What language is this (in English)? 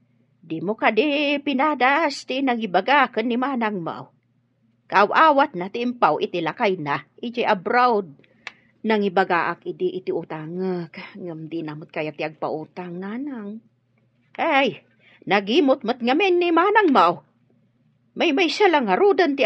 Iloko